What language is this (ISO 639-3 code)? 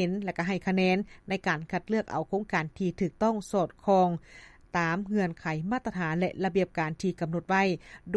lao